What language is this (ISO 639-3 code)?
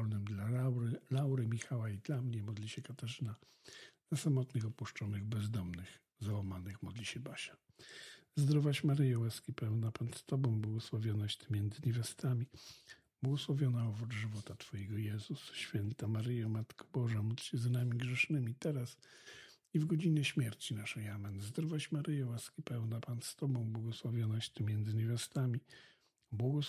pol